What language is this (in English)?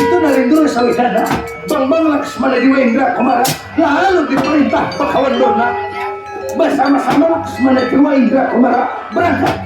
Banjar